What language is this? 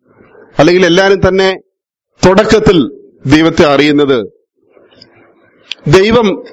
Malayalam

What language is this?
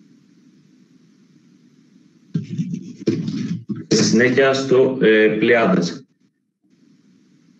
Greek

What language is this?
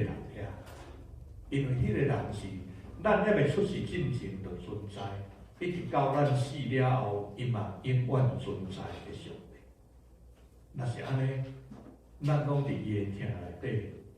Min Nan Chinese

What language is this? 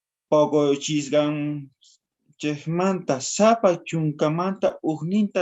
South Bolivian Quechua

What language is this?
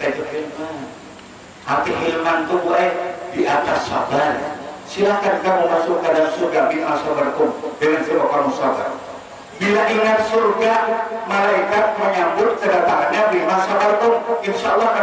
Banjar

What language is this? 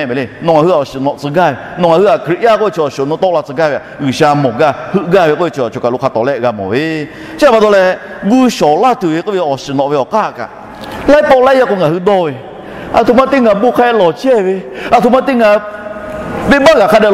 Lahu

